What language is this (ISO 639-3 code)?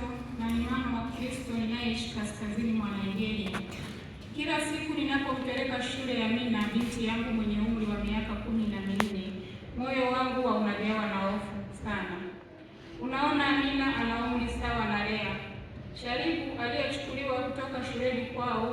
swa